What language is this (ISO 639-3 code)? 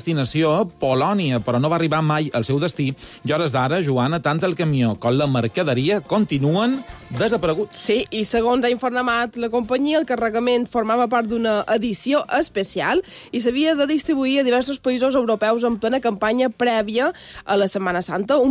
cat